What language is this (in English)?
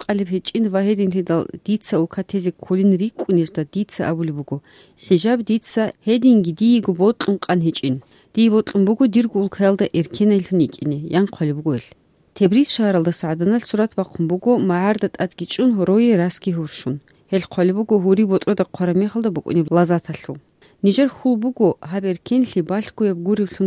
Avaric